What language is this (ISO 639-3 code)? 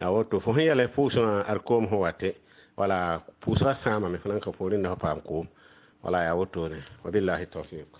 mos